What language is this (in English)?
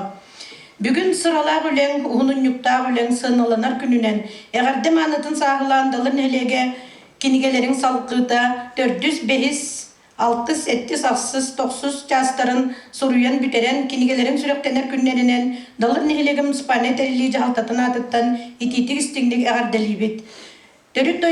Yakut